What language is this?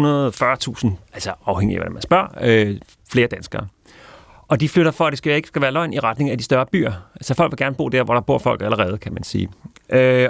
Danish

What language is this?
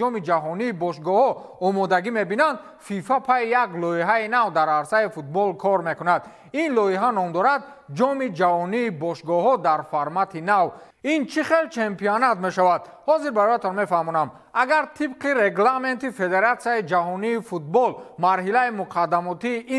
Tajik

